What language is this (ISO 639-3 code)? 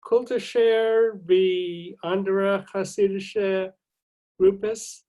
yid